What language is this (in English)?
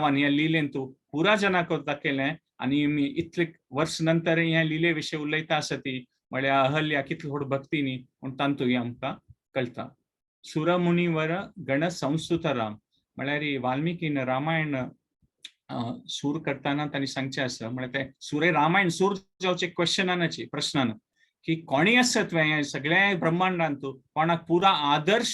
Konkani